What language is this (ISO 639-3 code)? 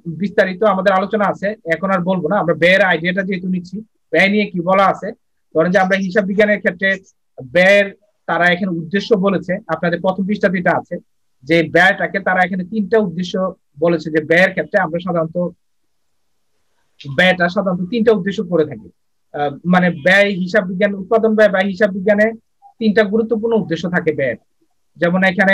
ben